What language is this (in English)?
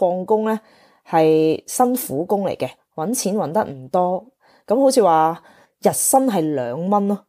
Cantonese